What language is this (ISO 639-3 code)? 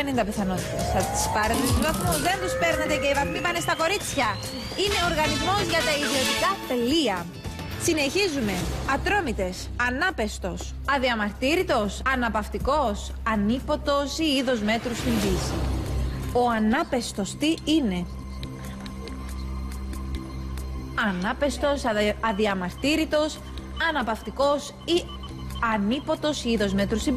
ell